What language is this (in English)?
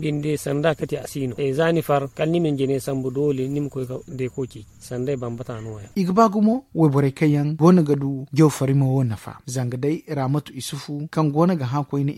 Zarma